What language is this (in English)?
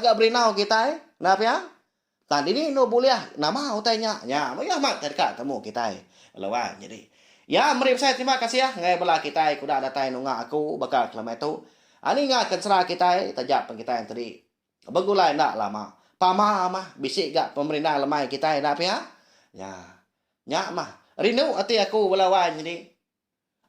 Iban